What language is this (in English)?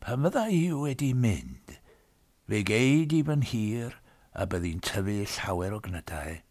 Welsh